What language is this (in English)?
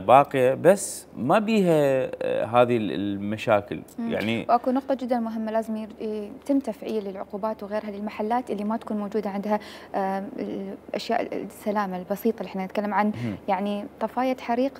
Mesopotamian Arabic